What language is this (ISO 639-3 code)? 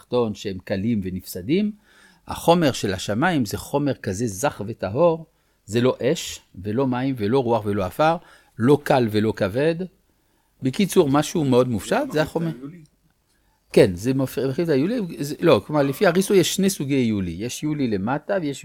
heb